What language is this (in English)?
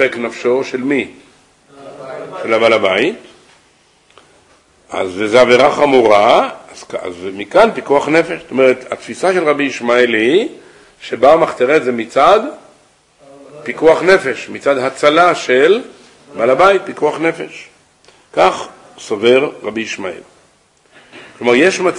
Hebrew